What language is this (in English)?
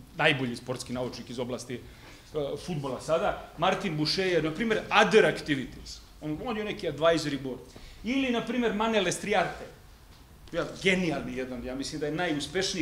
Serbian